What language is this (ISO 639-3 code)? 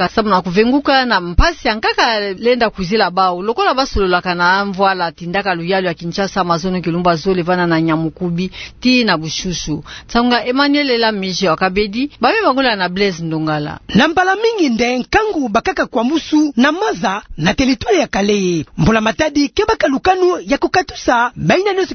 ktu